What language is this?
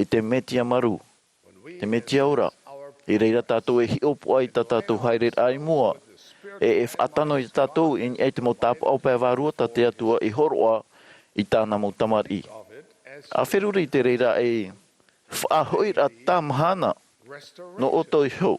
Tahitian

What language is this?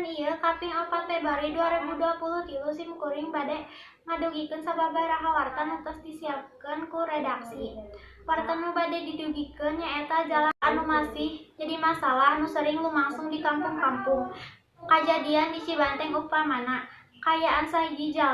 Sundanese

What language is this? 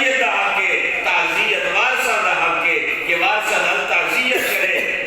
Saraiki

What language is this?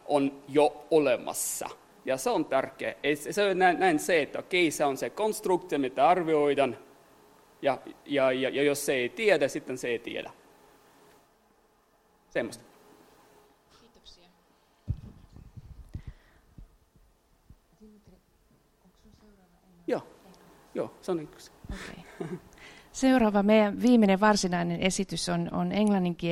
Finnish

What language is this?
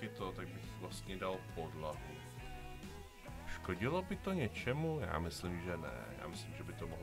Czech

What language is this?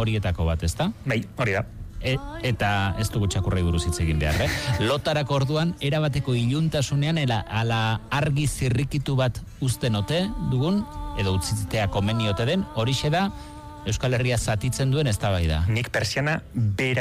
Basque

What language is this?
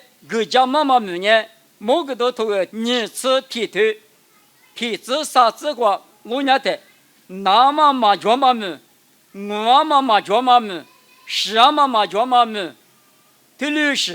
Lisu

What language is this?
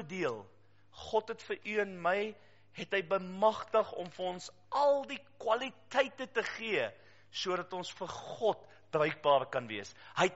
Afrikaans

